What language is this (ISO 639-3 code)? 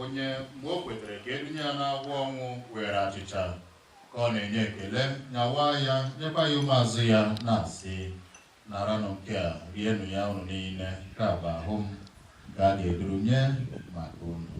ibo